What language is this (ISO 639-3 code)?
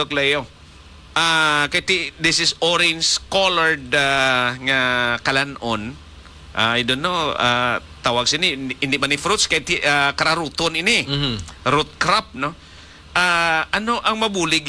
hil